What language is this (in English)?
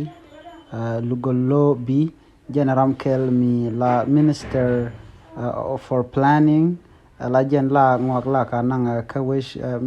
Nuer